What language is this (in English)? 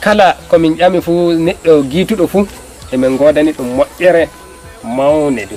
Nigerian Fulfulde